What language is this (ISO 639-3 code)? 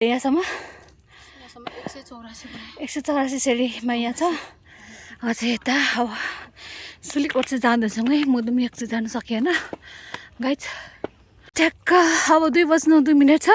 nep